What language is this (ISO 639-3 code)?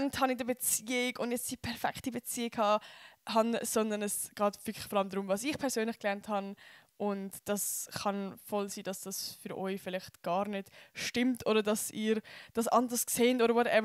gsw